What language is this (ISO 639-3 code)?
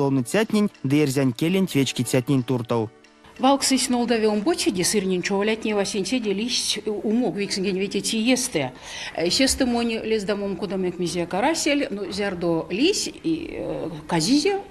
myv